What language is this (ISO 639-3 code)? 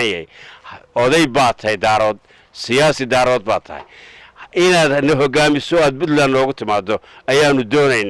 som